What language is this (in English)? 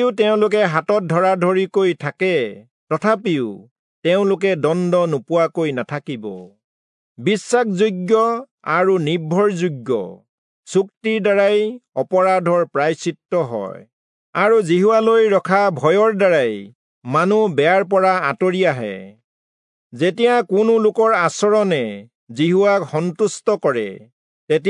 Assamese